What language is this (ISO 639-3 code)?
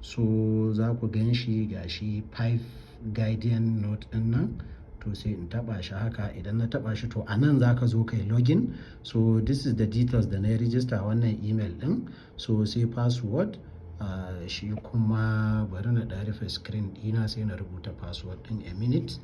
hau